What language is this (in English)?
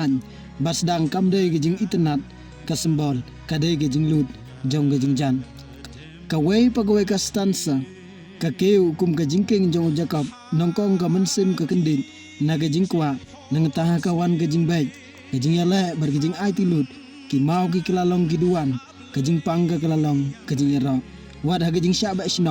Khasi